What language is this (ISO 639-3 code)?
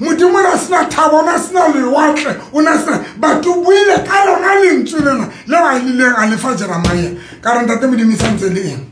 sot